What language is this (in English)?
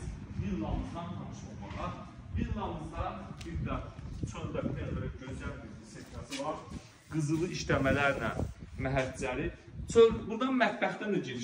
Azerbaijani